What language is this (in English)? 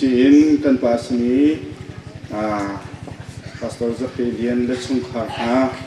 Hakha Chin